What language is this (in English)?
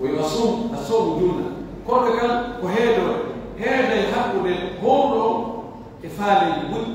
Pular